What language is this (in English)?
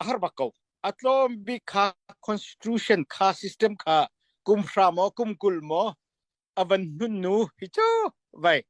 Falam Chin